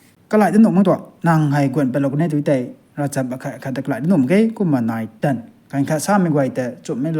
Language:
Rongmei Naga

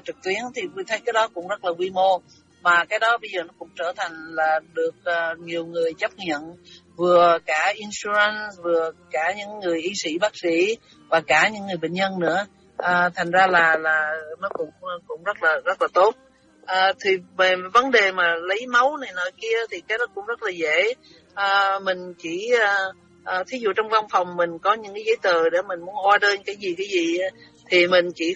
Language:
Vietnamese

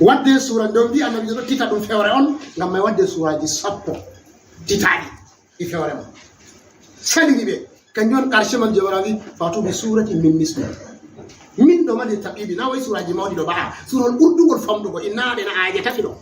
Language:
Fula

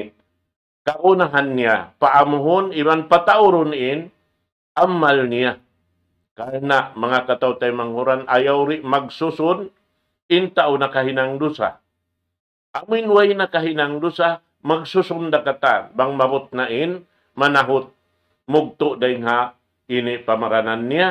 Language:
Tausug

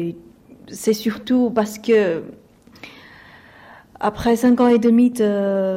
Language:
French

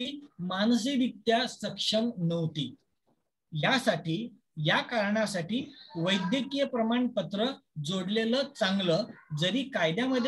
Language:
Marathi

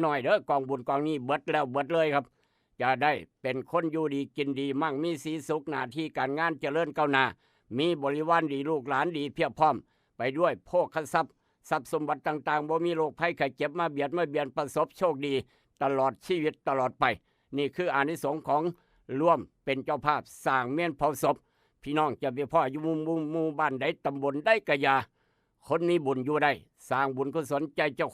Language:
Northeastern Thai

